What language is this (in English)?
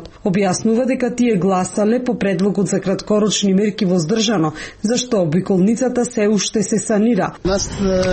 Macedonian